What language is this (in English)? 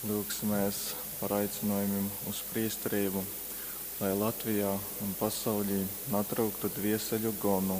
Latgalian